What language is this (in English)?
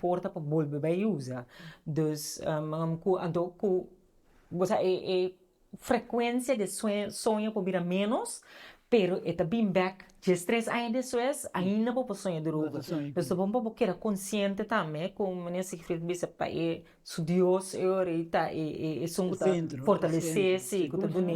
Papiamento